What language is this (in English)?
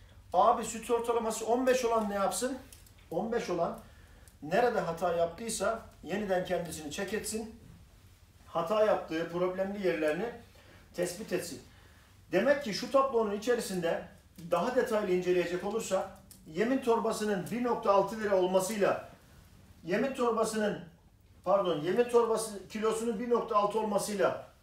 Turkish